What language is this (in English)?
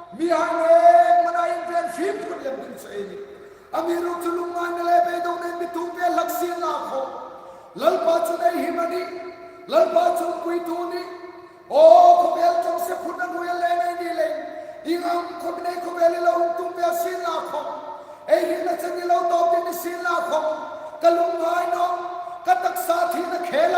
Hmar